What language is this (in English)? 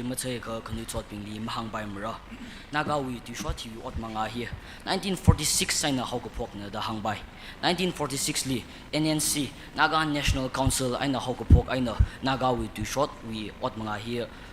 Tangkhul Naga (India)